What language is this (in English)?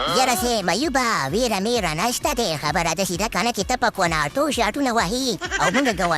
Pashto